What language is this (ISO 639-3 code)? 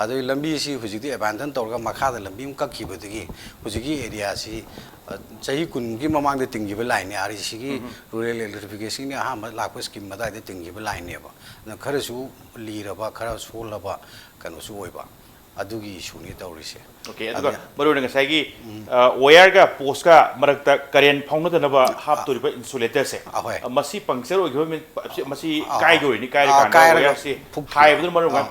mni